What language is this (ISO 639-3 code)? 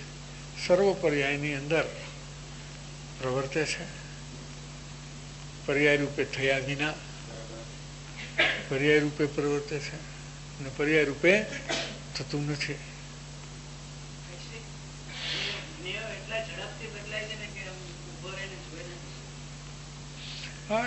guj